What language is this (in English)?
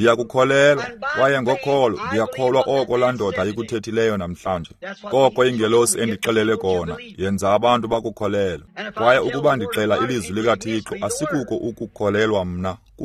Xhosa